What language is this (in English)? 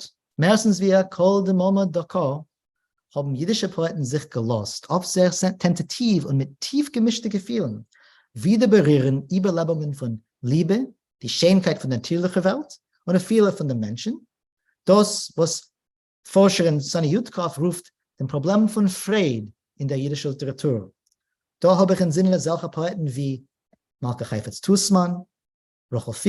Yiddish